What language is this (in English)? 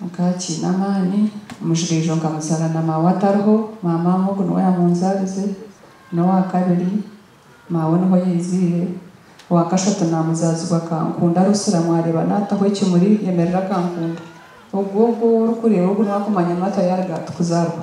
Nyankole